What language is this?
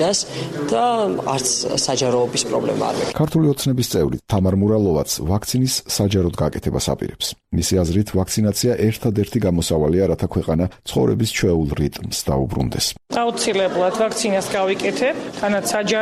Georgian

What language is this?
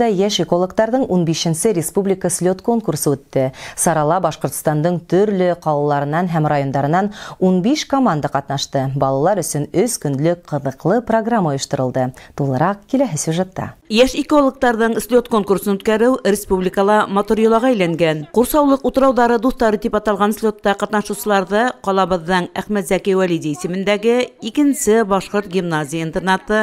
Bashkir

